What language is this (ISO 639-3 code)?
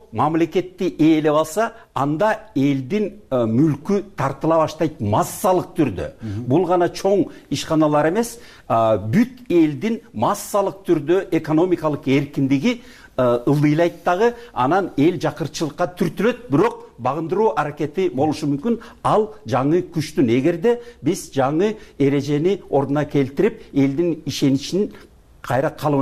kir